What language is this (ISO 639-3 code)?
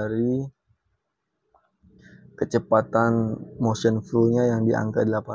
ind